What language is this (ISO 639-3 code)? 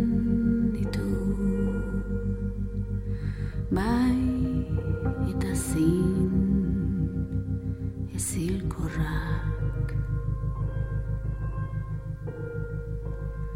eus